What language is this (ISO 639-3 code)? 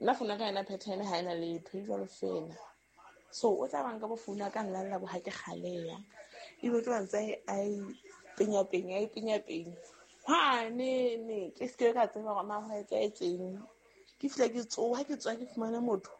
sot